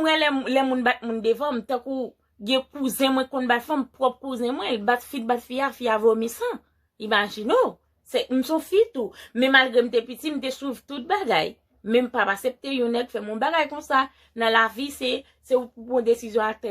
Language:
Haitian Creole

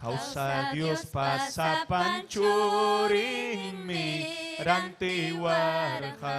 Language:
Ayacucho Quechua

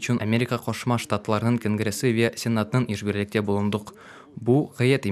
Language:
Crimean Tatar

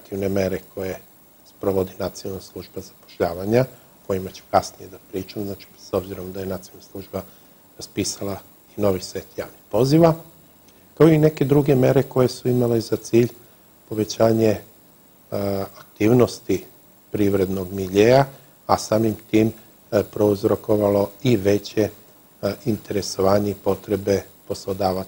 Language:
Serbian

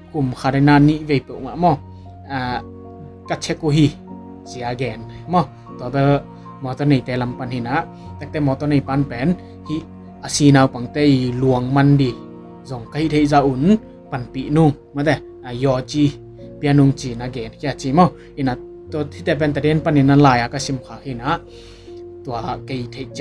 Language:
Tedim Chin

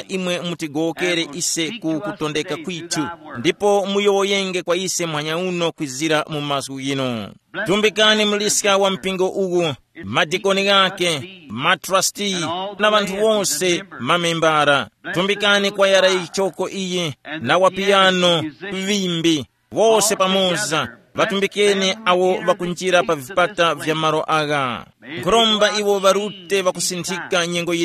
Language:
Tumbuka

